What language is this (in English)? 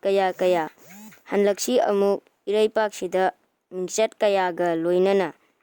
Manipuri